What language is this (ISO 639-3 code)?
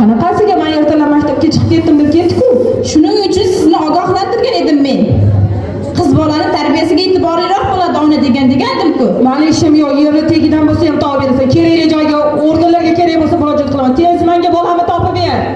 uzb